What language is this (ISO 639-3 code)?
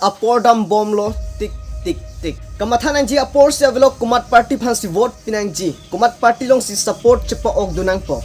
mjw